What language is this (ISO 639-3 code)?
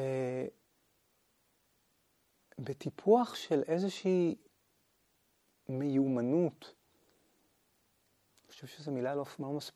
heb